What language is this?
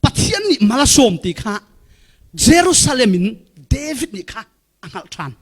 Falam Chin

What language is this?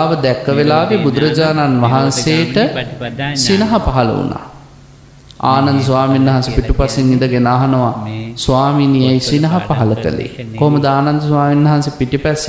Sinhala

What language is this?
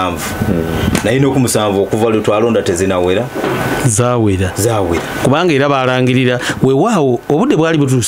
Ganda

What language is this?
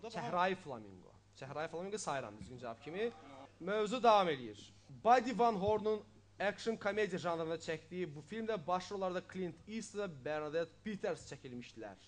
Azerbaijani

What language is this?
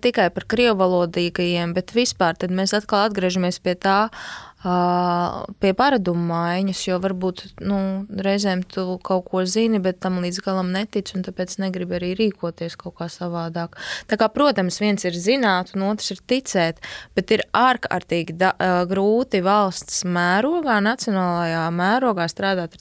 Latvian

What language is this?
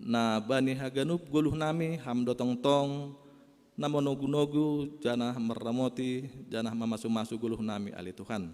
Batak Simalungun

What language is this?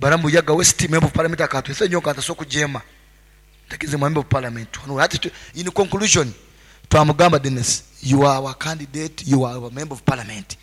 Nyoro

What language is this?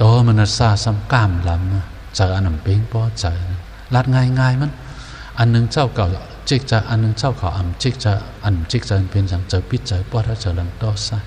Shan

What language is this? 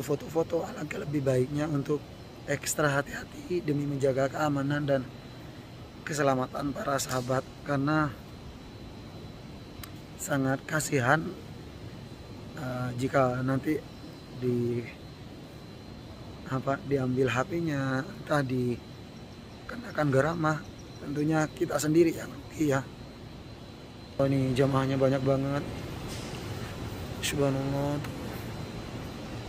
Indonesian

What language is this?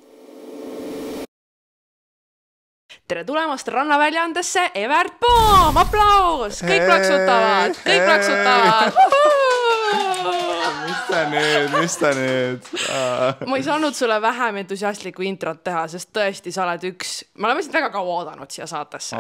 Estonian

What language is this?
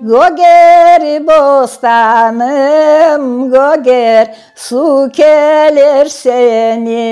Crimean Tatar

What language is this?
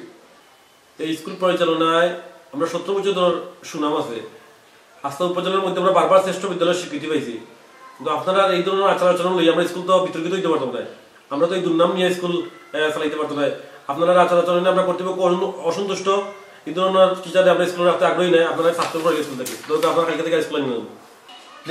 Sylheti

